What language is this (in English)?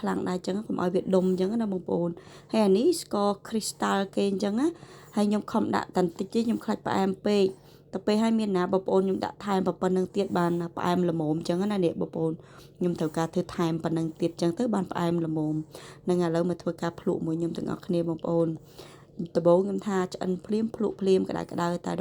Khmer